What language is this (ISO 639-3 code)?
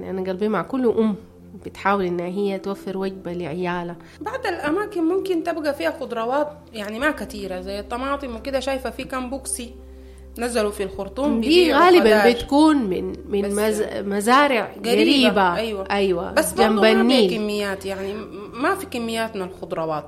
apd